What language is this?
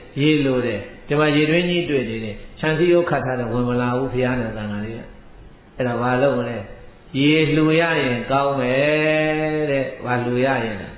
Burmese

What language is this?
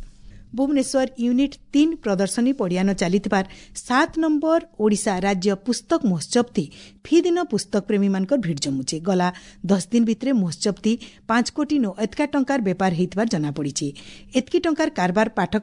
Odia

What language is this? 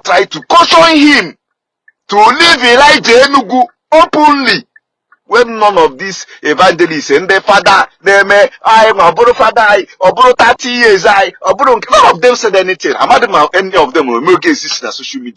Igbo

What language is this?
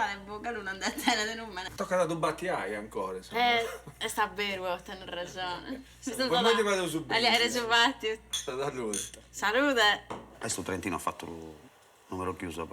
Sardinian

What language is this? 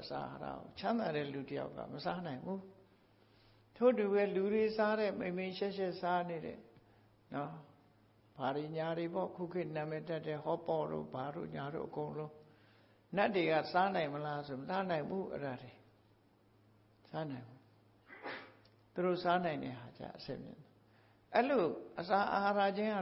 Burmese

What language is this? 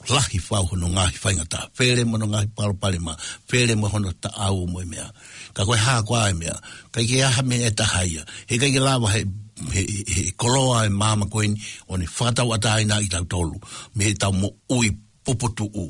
Tongan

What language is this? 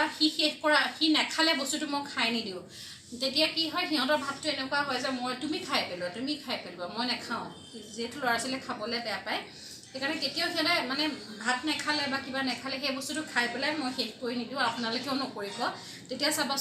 Assamese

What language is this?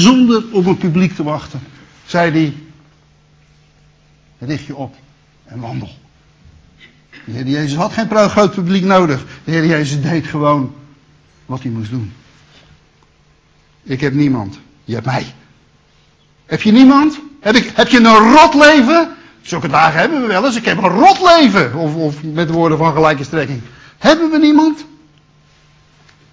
Dutch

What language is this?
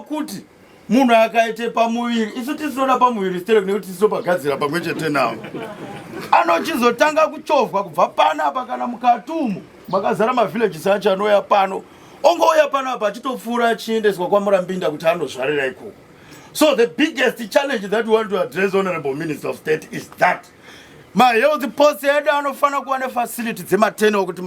Shona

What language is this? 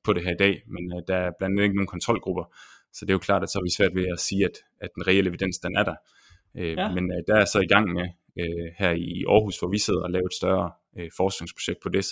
Danish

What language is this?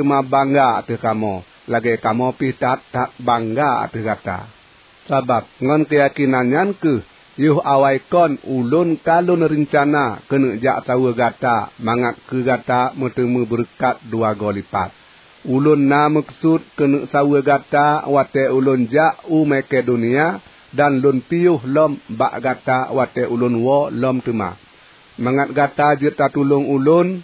Achinese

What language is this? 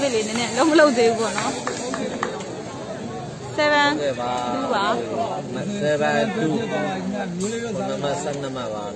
Burmese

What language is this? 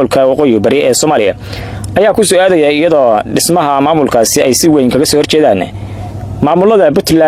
Somali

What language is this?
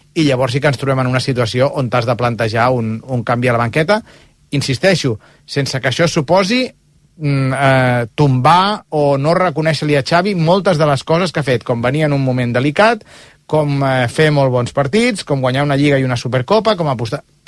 Catalan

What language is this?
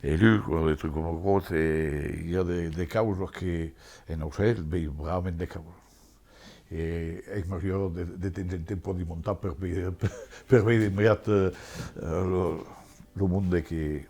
Occitan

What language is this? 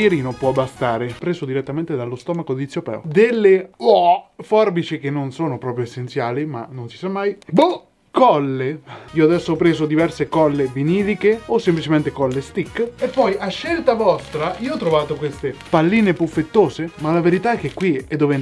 Italian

